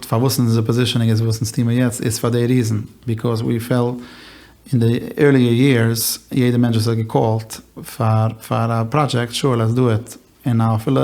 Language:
Yiddish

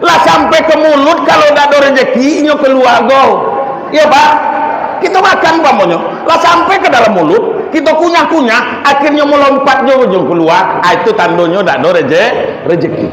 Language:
Minangkabau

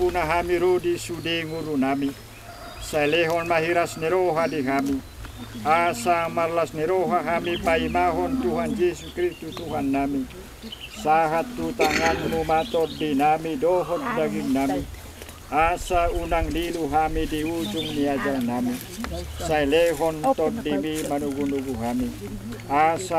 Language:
Batak Toba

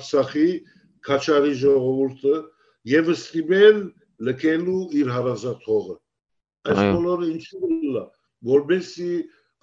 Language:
Western Armenian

